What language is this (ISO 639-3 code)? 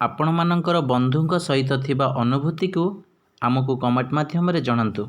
ori